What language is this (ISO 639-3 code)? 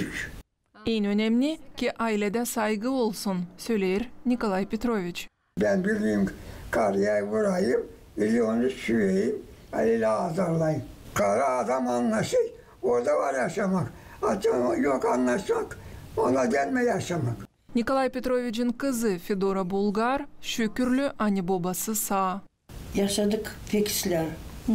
gag